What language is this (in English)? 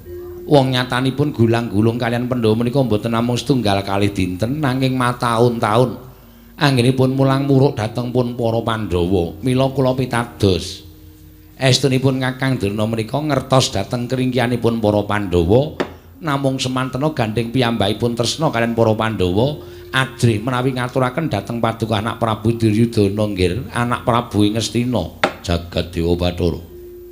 Javanese